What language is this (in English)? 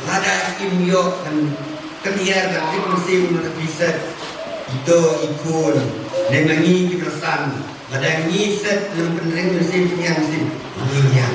Khasi